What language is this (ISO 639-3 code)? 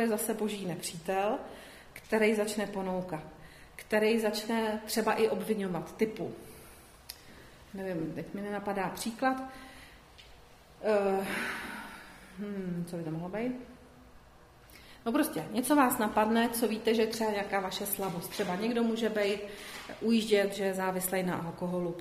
ces